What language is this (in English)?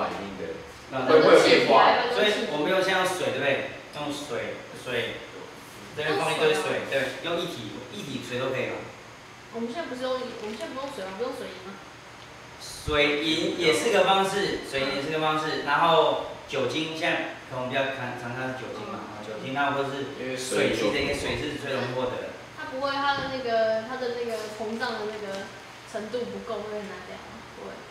Chinese